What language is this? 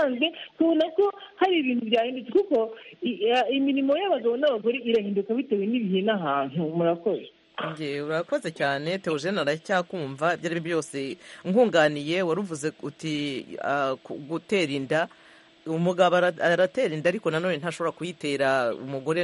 Kinyarwanda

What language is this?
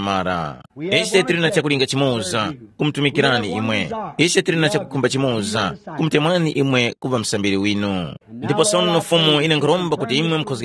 Tumbuka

